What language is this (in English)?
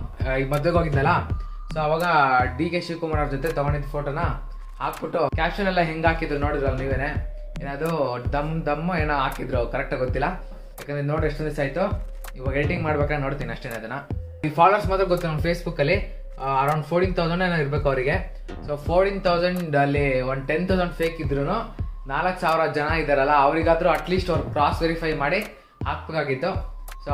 Kannada